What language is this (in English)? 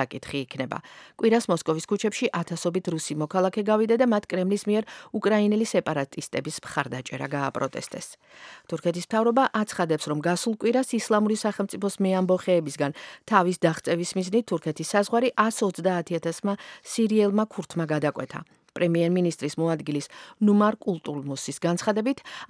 Georgian